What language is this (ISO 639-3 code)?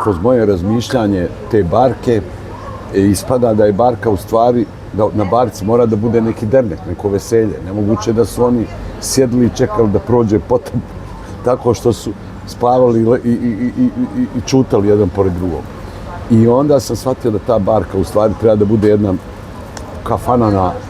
bos